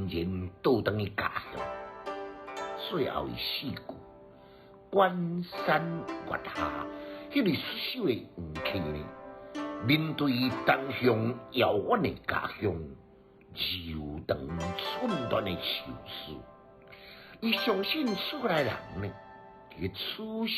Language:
Min Nan Chinese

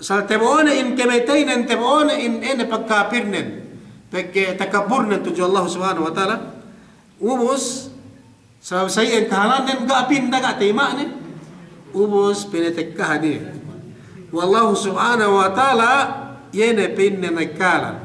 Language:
Yakan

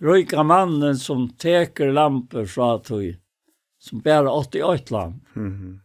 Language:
Faroese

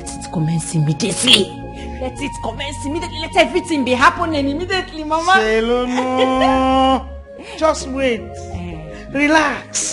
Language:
Nigerian Pidgin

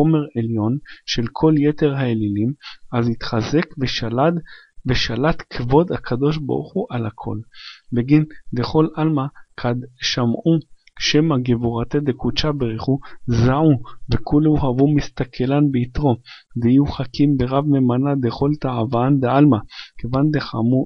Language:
Hebrew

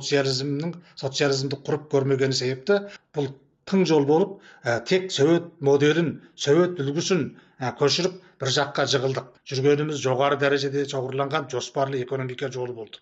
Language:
Kazakh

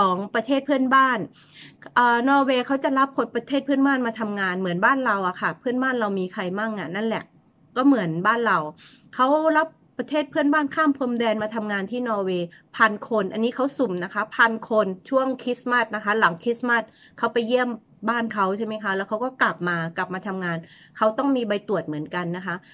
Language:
Thai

